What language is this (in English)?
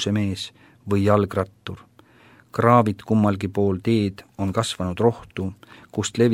Estonian